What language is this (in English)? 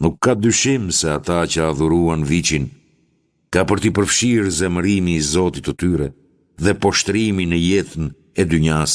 Albanian